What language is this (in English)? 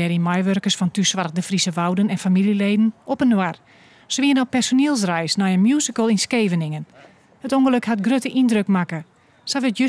Western Frisian